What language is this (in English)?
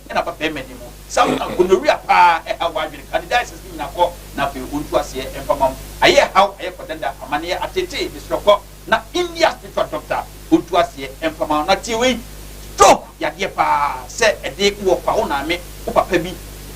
Akan